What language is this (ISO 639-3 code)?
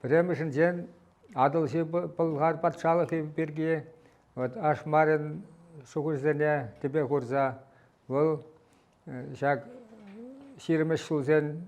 chv